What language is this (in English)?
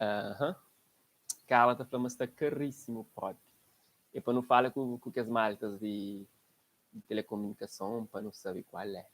Kabuverdianu